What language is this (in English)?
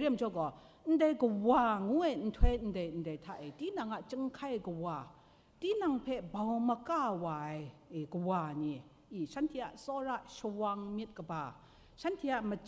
Kachin